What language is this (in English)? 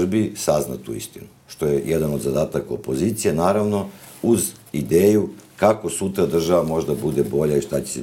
Serbian